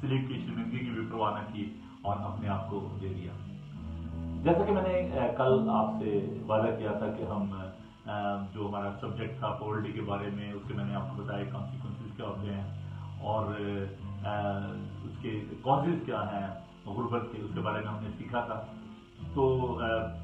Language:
Urdu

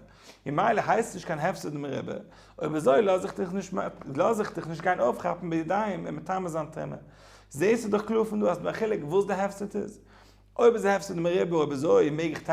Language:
Yiddish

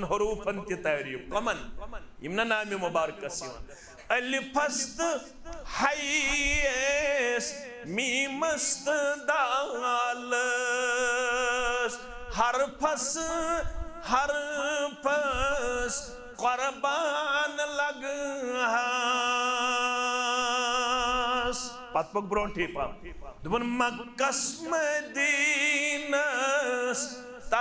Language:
Kashmiri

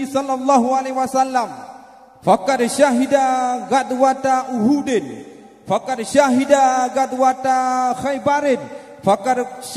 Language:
Achinese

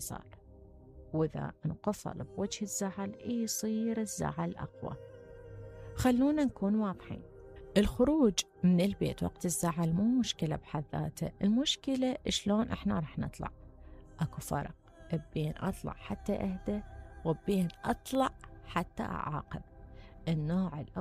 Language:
Mesopotamian Arabic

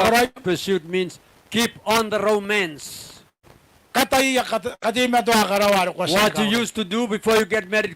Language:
Gilbertese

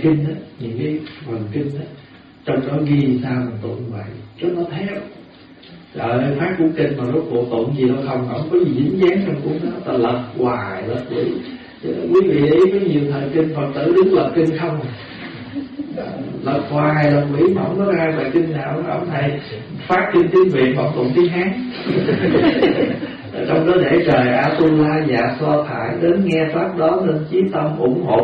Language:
Vietnamese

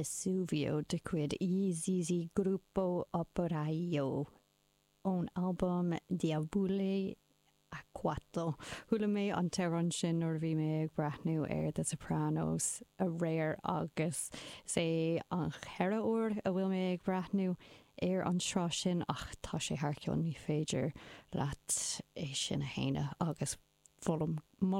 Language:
Irish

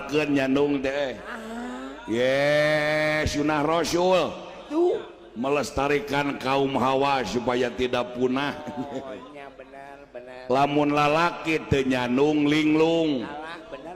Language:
Sundanese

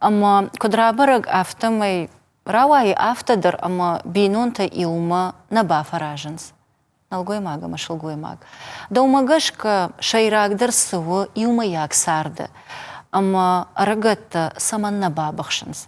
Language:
Ossetic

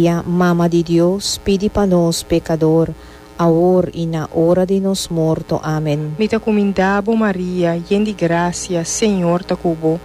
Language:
Papiamento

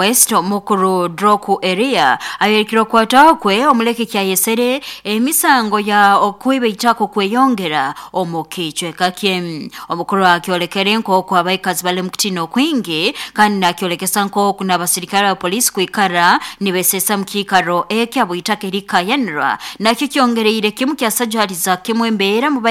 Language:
Nyoro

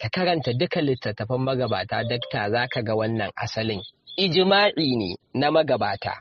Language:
Hausa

